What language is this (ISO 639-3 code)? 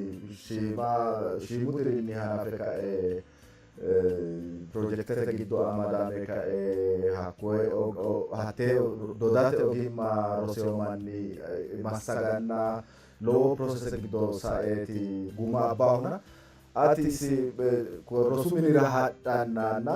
sid